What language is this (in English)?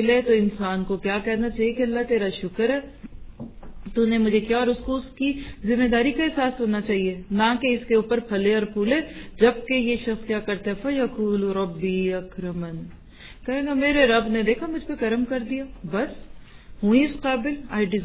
Urdu